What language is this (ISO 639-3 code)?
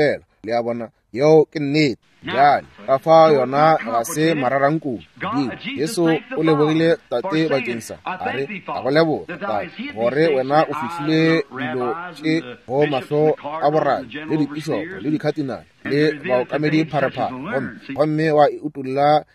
nso